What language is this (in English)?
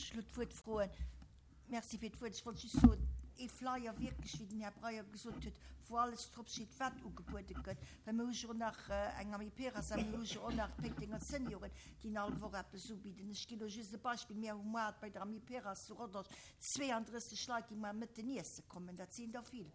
Luxembourgish